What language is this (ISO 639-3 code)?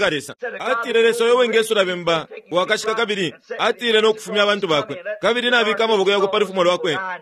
bem